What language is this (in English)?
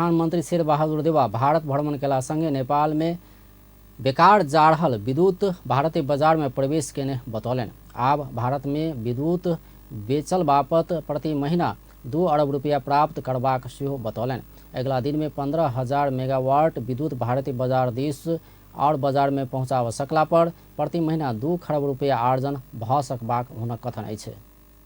Maithili